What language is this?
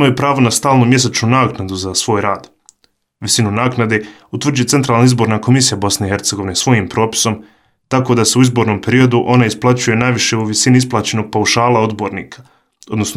Bosnian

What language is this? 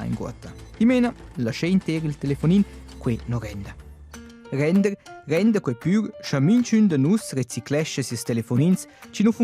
Romansh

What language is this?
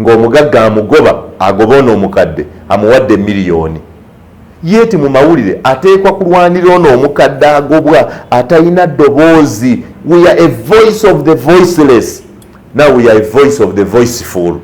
Ganda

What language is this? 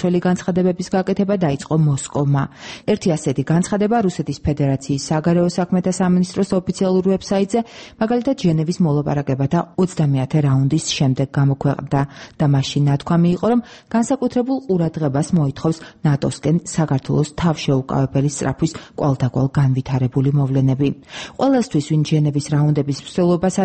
Georgian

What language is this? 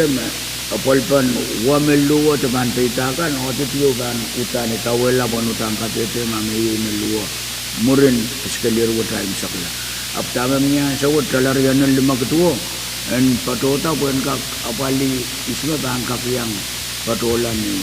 Pohnpeian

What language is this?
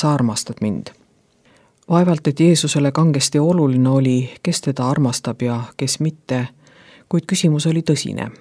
Estonian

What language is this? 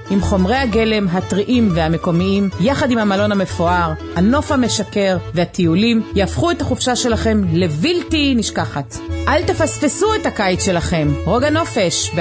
Hebrew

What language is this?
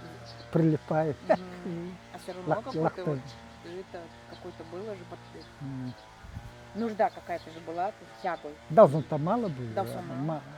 Nanai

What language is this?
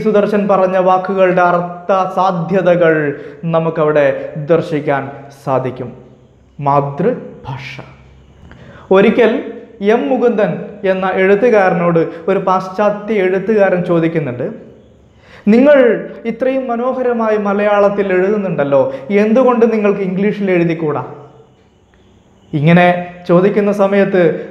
Malayalam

